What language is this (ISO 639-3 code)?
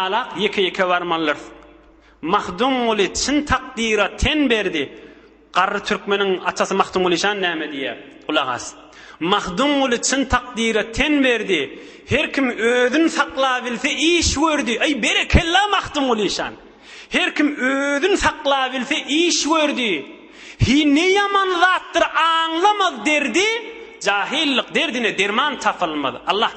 tuk